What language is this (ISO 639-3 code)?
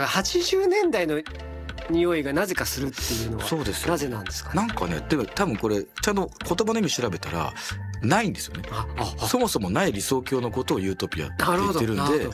jpn